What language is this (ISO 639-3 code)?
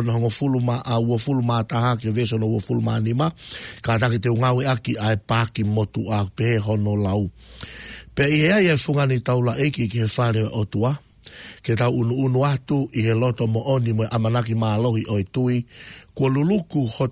ton